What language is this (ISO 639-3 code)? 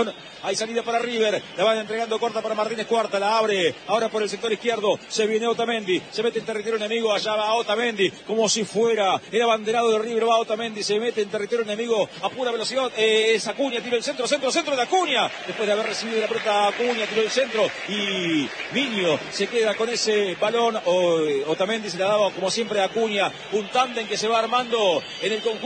spa